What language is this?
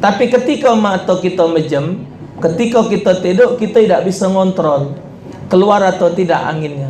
Musi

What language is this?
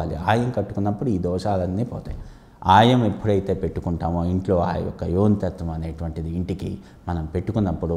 Telugu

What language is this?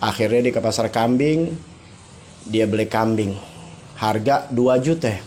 Betawi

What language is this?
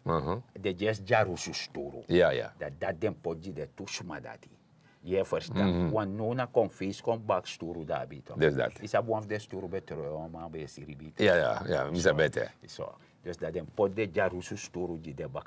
Sranan Tongo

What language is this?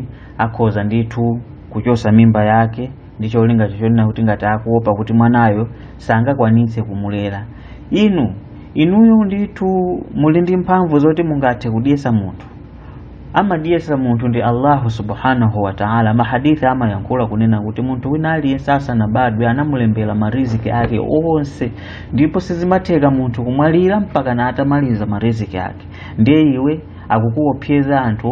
Nyanja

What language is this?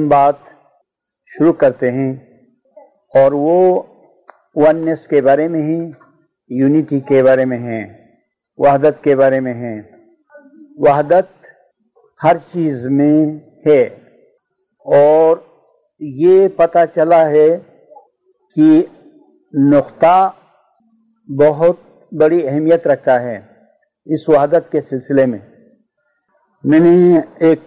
Urdu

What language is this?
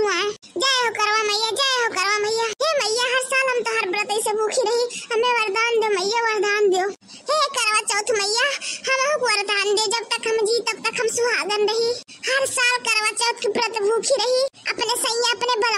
Awadhi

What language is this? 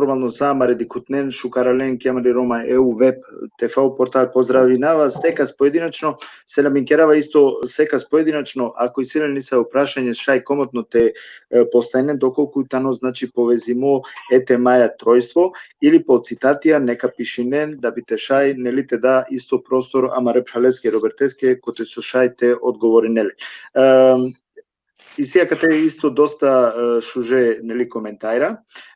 Balkan Romani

